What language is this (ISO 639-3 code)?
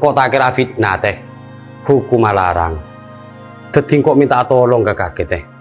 mad